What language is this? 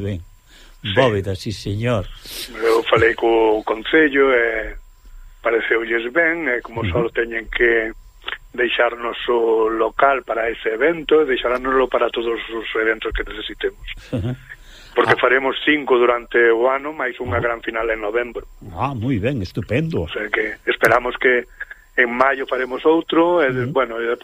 Galician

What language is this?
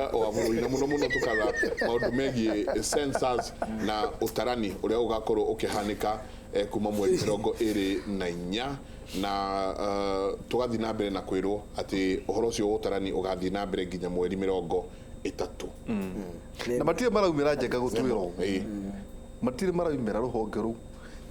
Kikuyu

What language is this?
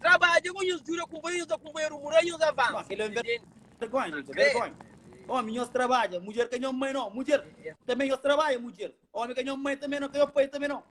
Kabuverdianu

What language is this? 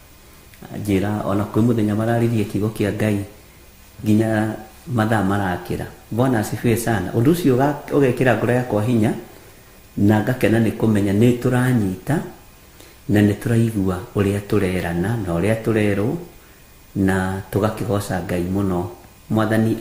Kikuyu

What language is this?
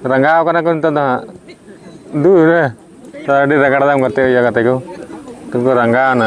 Santali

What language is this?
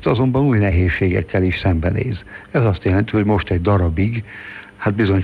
Hungarian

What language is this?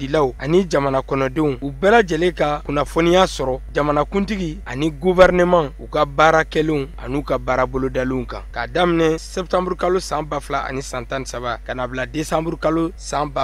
Bambara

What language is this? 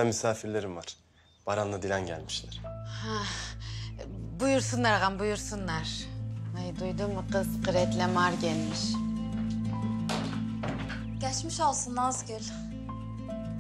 Turkish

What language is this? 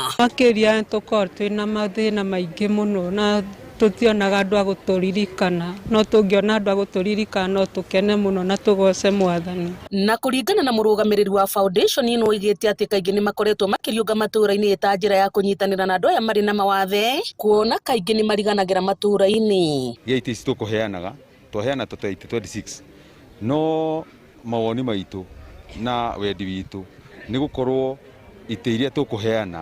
Kikuyu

